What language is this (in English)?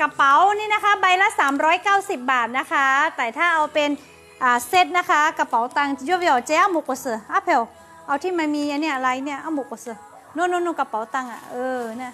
Lahu